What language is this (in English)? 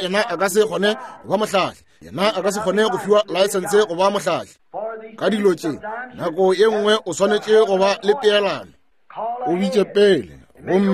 Northern Sotho